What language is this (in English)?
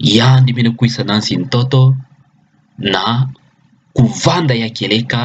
Kituba (Democratic Republic of Congo)